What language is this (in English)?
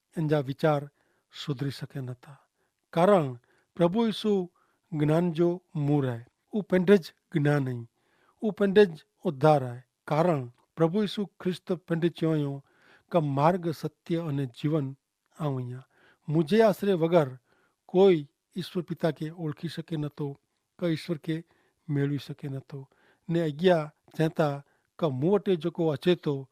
Kachhi